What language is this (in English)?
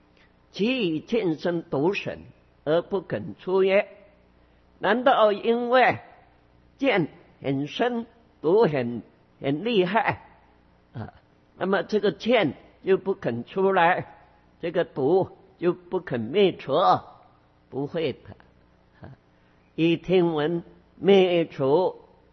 Chinese